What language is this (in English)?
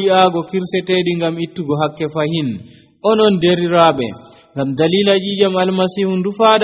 Nigerian Fulfulde